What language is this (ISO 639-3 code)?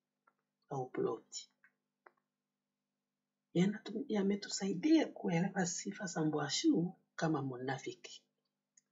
swa